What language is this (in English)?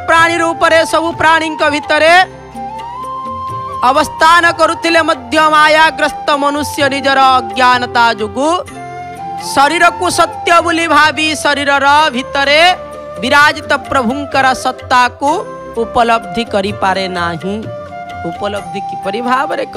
Odia